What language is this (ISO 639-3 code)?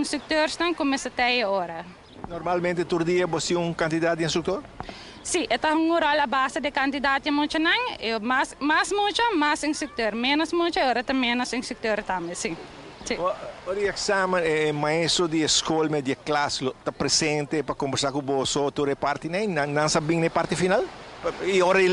pap